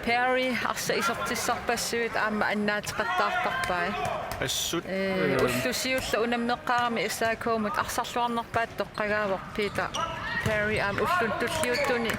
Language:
Kalaallisut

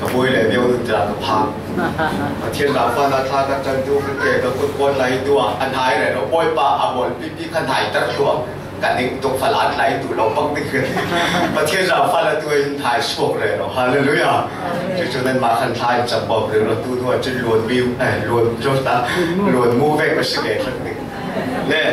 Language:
Falam Chin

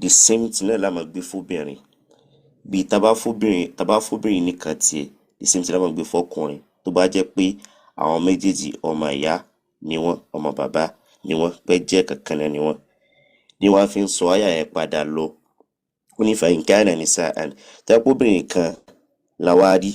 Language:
Yoruba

